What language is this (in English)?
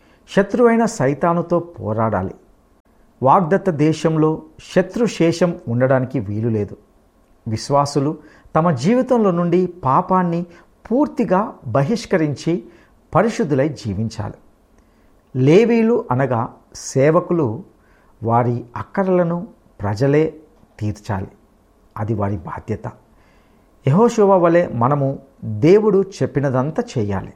Telugu